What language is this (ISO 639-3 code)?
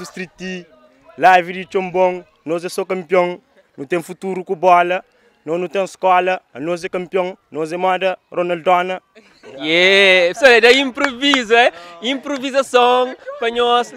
kea